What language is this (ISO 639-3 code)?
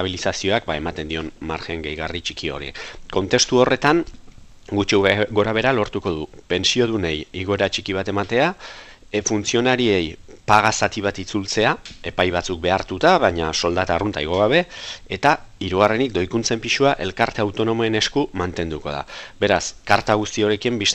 eus